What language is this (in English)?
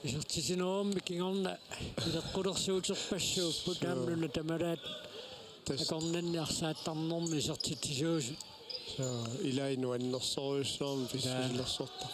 Kalaallisut